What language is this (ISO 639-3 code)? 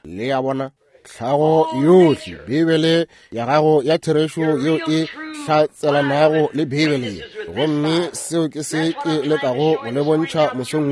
nso